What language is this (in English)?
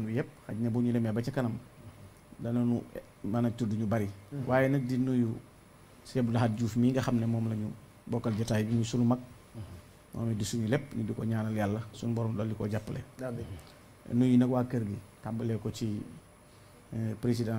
Wolof